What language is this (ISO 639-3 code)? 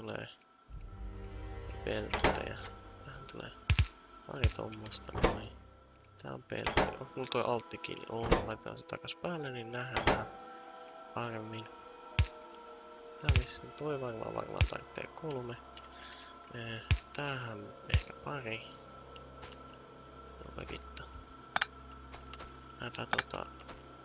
fin